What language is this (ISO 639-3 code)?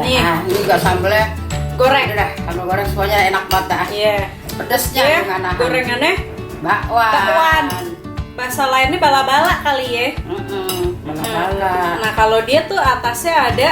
bew